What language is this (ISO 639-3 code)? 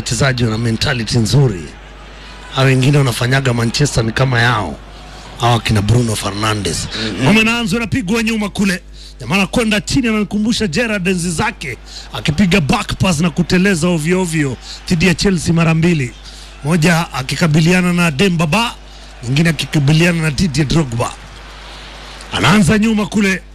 swa